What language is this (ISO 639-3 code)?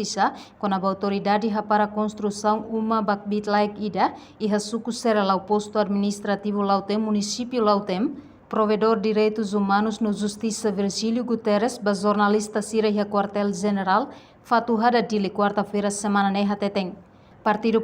tet